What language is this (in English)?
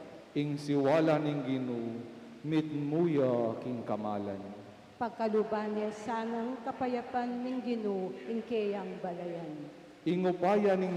Pampanga